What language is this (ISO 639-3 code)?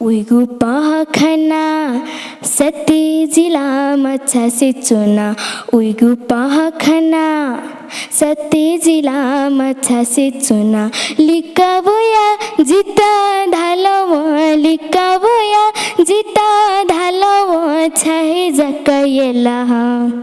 new